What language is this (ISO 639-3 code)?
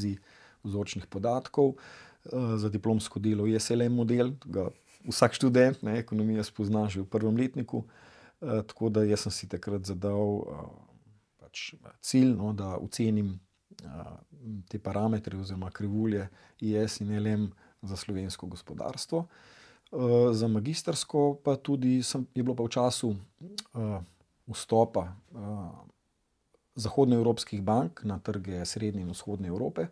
slv